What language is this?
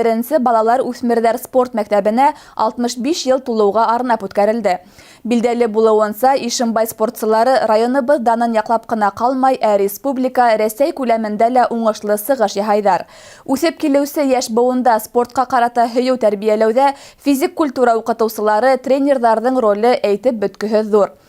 Bashkir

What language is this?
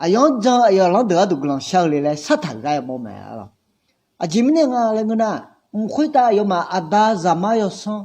Akha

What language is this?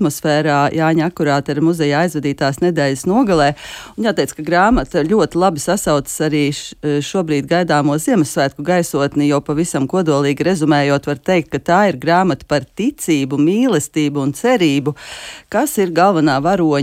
Latvian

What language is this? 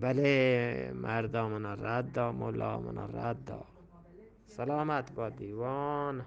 Eastern Balochi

